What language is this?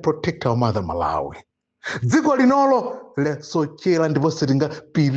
Nyanja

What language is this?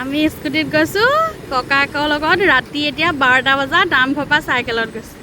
Assamese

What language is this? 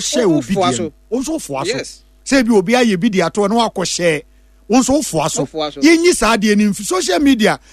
Akan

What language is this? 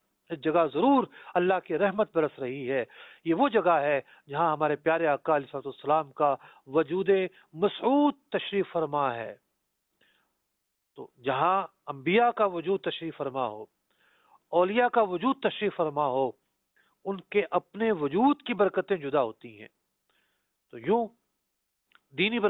Urdu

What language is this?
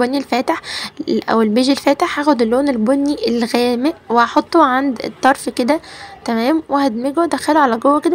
Egyptian Arabic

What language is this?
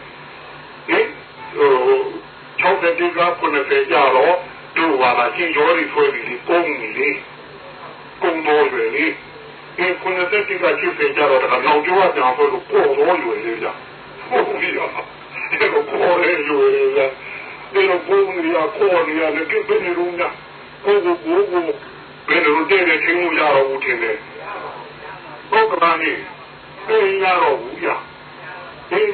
Burmese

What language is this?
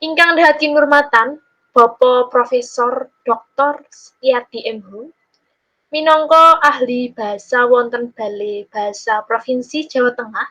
Javanese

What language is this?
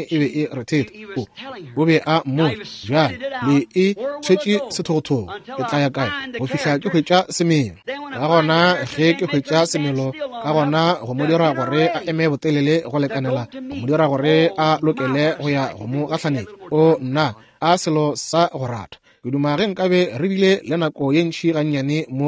Northern Sotho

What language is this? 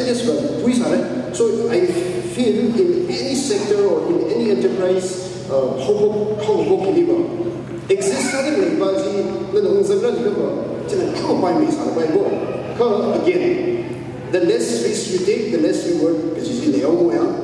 Tangkhul Naga (India)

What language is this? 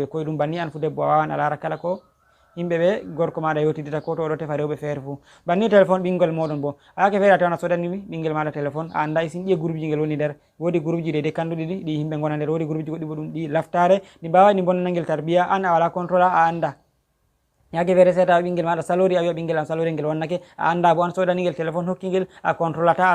Fula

